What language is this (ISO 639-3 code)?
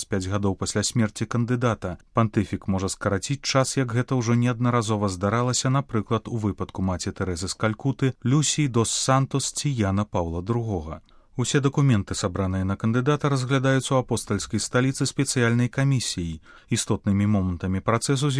bel